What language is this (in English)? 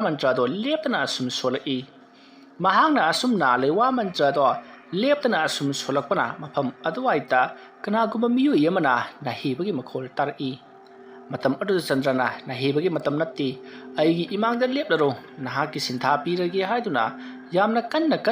Manipuri